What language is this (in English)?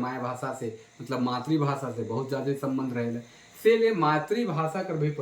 Sadri